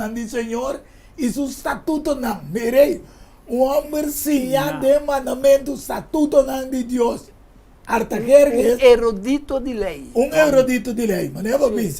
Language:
Papiamento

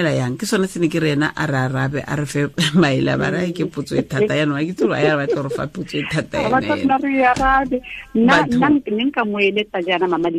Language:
Tswana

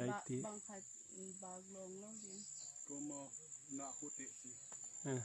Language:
Paite Chin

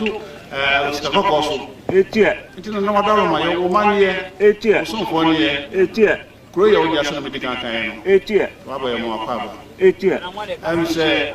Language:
Akan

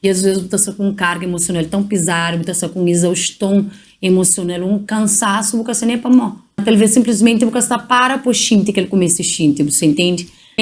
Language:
Kabuverdianu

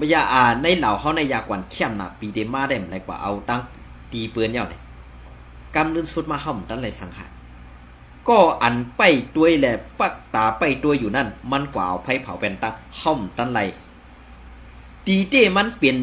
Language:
Shan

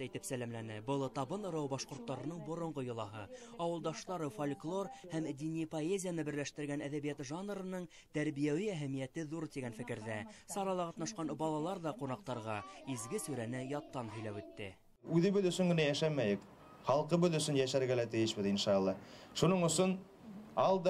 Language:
Bashkir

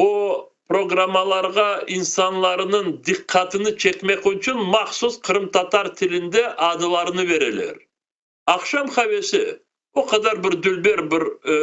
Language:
Crimean Tatar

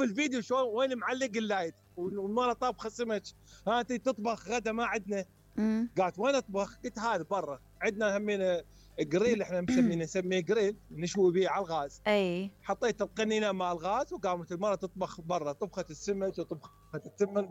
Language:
Mesopotamian Arabic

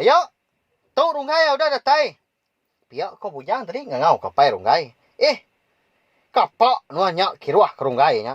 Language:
Iban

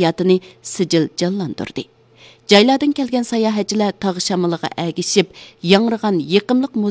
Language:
Uyghur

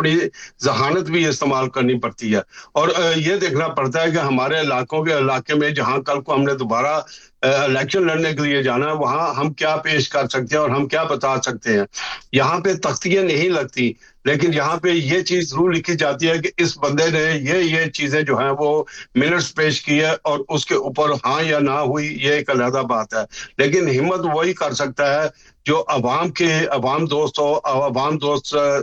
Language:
Urdu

